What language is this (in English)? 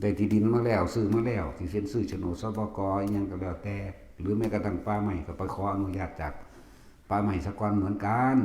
Northeastern Thai